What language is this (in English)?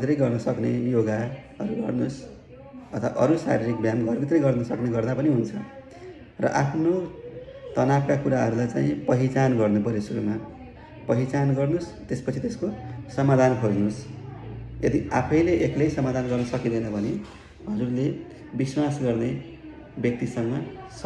Nepali